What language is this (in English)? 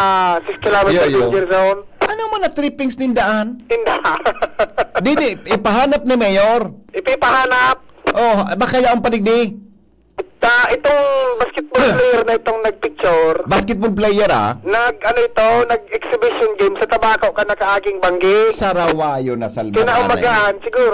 Bikol